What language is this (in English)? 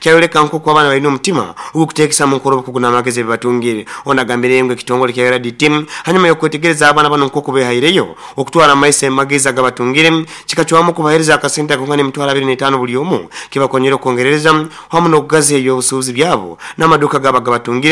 Nyoro